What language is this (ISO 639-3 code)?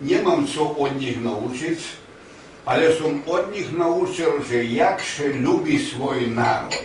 rue